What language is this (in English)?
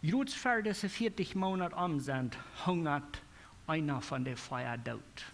Plautdietsch